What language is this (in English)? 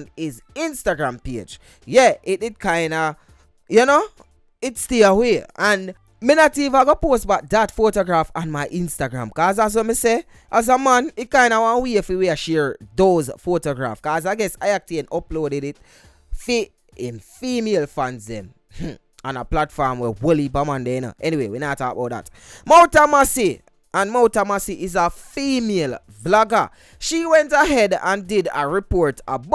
Jamaican Creole English